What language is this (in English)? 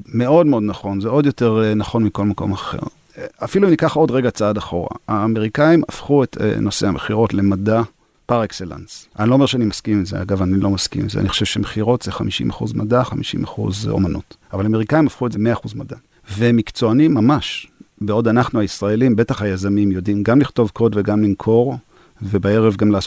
Hebrew